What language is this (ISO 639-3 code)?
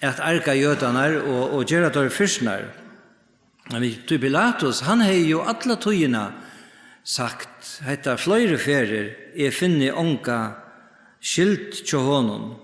fao